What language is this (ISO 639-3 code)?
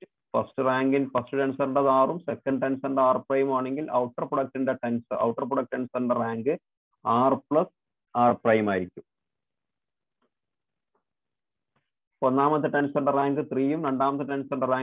mal